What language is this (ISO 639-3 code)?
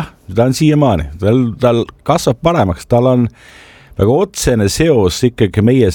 est